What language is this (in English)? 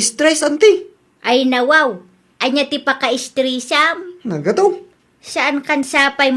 Iloko